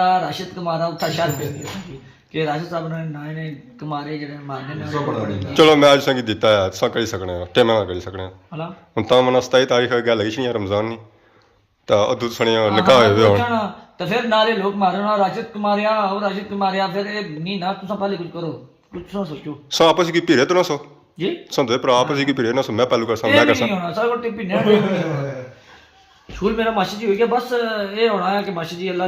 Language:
Pahari-Potwari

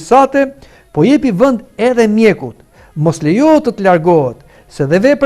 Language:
Albanian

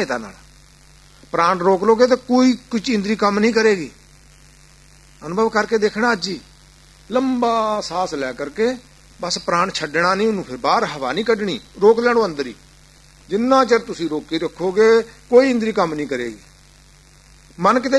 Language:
Punjabi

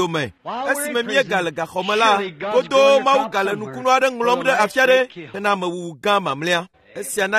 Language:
Ewe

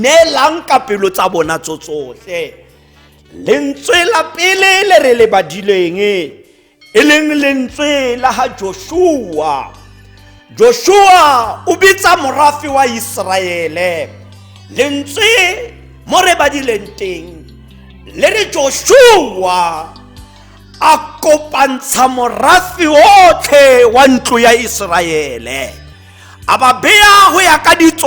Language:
Tswana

